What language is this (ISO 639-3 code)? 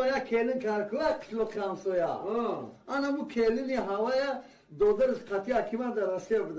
tgk